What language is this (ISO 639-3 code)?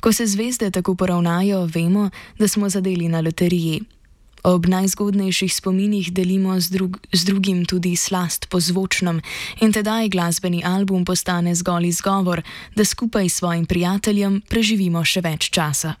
slv